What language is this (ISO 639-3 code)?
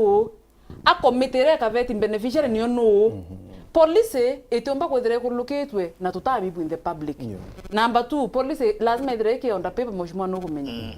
mer